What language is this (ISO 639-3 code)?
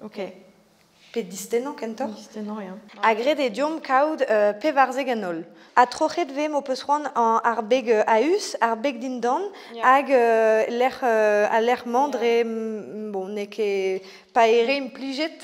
bre